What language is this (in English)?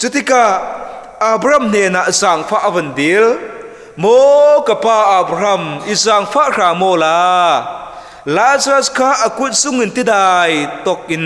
Falam Chin